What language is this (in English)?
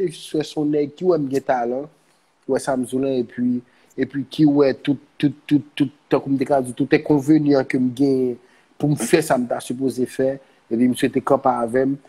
Haitian Creole